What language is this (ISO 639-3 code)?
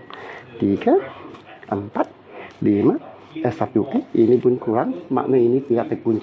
msa